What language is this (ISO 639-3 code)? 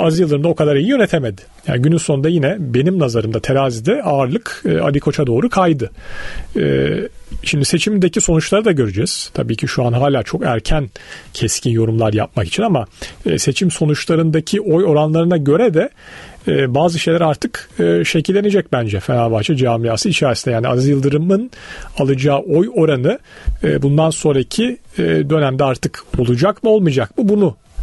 tur